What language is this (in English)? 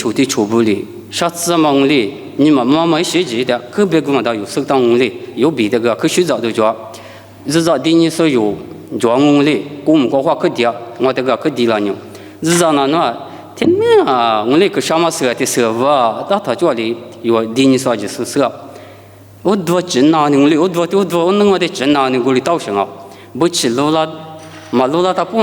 Lisu